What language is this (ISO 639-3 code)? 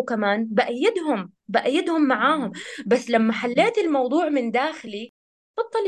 apc